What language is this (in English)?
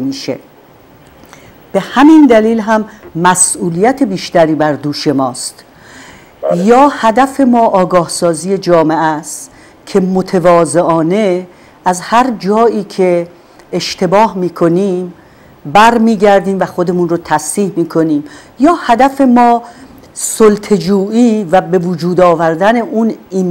Persian